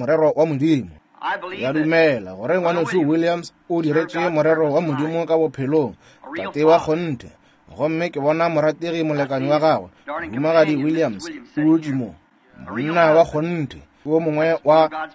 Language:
Northern Sotho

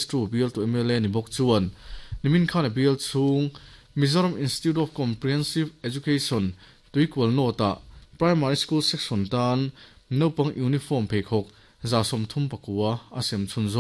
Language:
Mizo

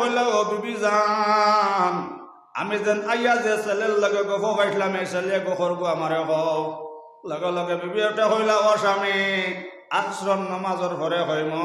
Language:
Sylheti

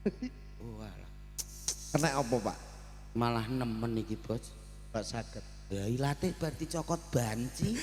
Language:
Javanese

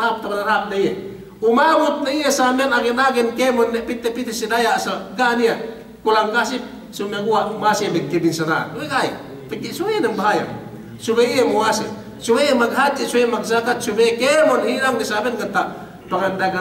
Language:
Yakan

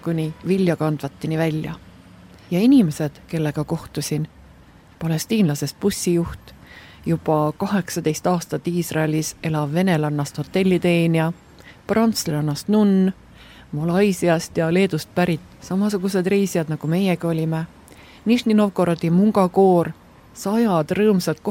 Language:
Estonian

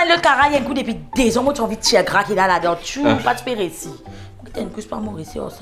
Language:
Morisyen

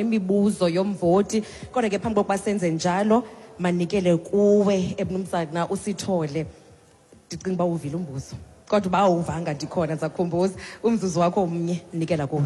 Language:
Xhosa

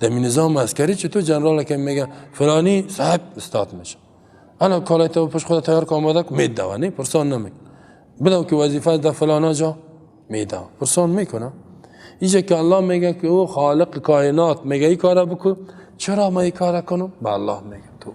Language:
Persian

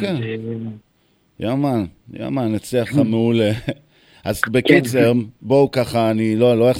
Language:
Hebrew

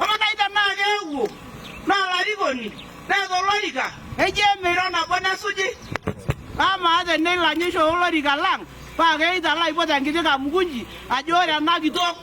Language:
Masai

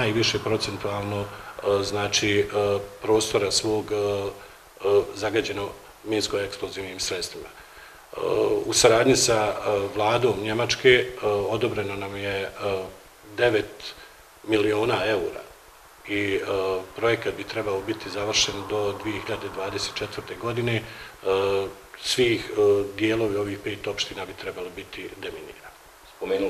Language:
Bosnian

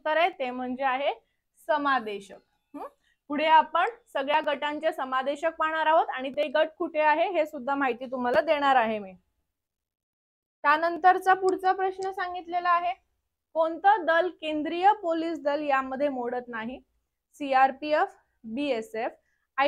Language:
Marathi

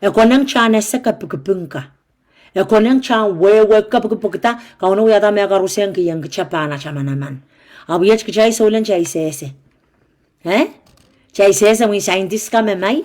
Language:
Pohnpeian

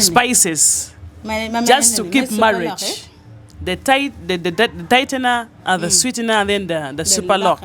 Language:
Acoli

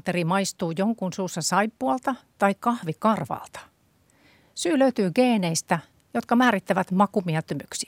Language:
Finnish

